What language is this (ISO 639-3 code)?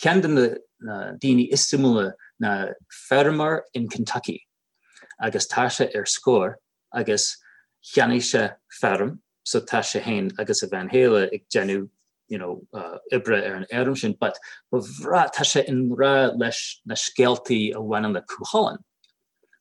gle